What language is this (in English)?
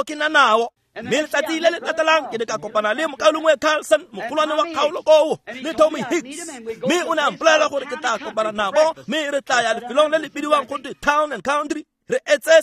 Tswana